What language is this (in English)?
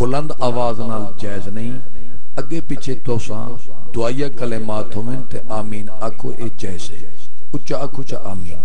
Saraiki